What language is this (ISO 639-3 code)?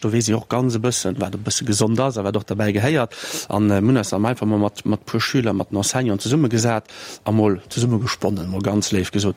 ltz